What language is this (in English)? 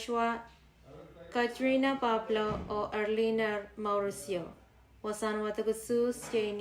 Pohnpeian